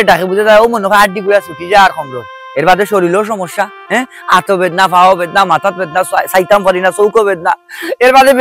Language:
Sylheti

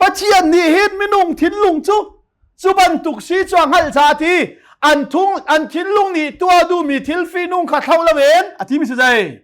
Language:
Hakha Chin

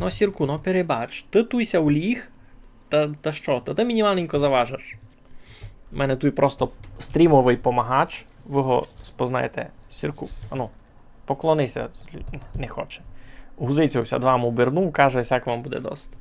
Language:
Rusyn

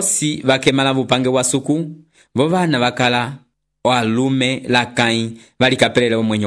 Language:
Umbundu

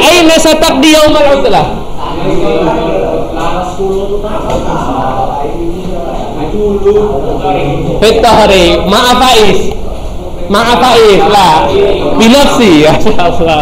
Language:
Indonesian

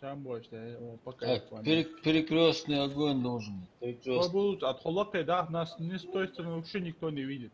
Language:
Ingush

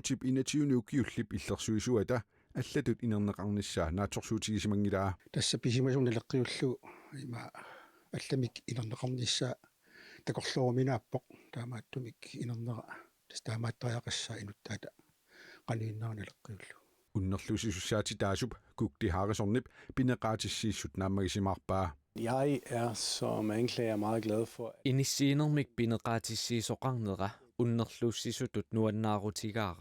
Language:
Kalaallisut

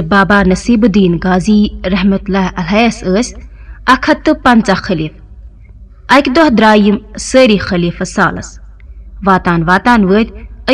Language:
Kashmiri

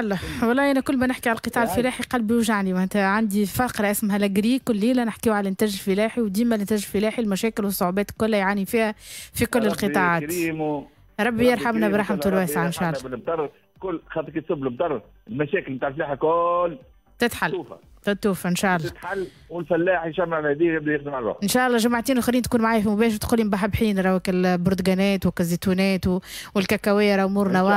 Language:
Tunisian Arabic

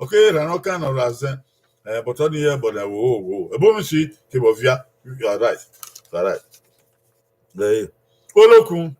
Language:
Bini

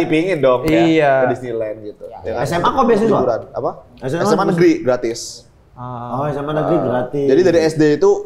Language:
Indonesian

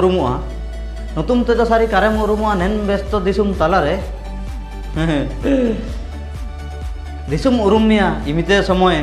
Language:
Ho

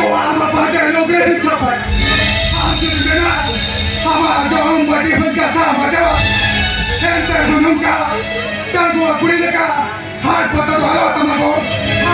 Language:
Santali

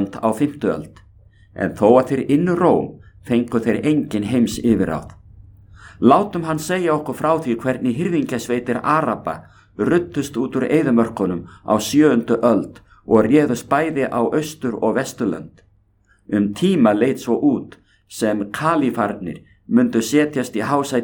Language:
Icelandic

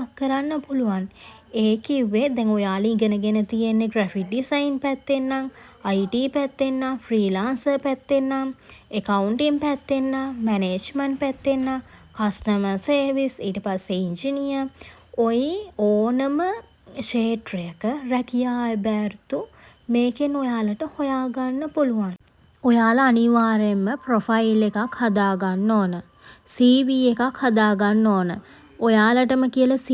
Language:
Sinhala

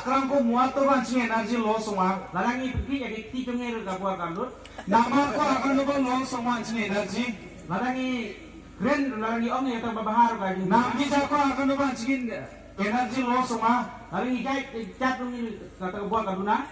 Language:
Khasi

